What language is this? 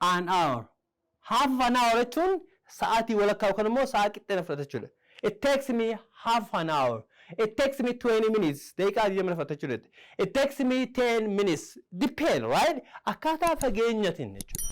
Oromo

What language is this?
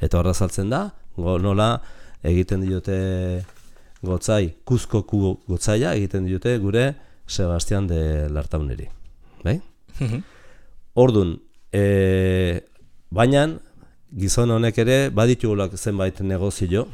Basque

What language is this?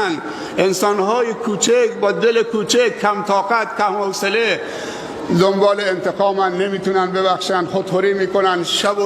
Persian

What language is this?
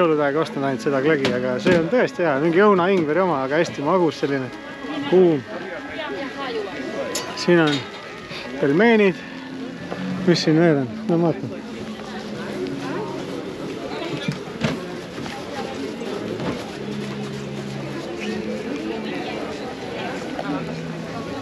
Estonian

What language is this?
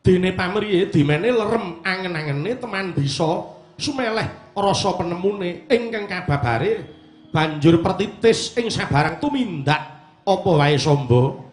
Javanese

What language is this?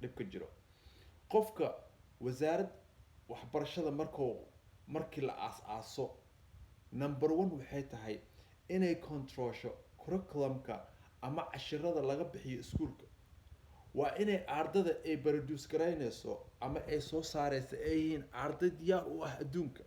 Somali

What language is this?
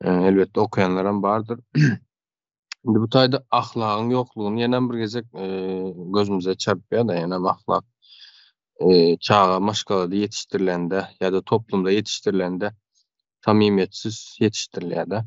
Turkmen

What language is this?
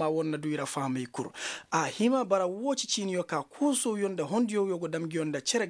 Koyraboro Senni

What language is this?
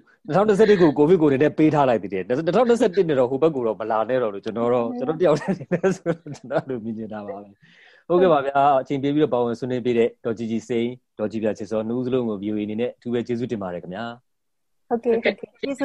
Burmese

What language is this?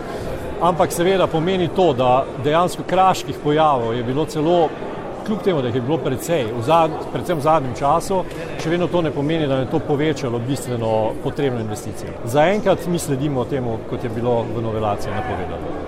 Slovenian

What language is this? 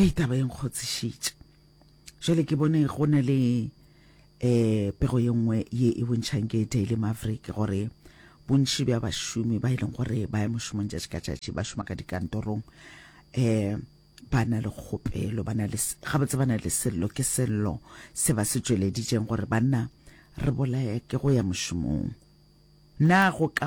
Northern Sotho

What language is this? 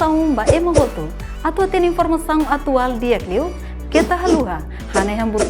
Tetum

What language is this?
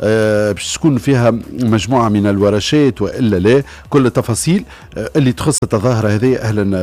Tunisian Arabic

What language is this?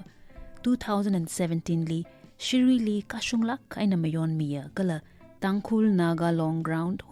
Tangkhul Naga (India)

